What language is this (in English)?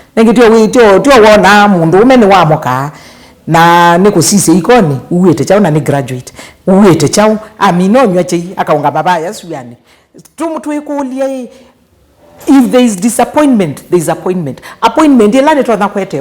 Kamba